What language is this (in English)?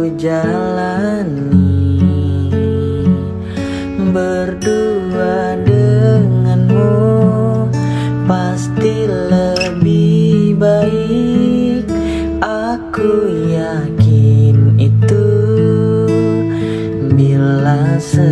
Indonesian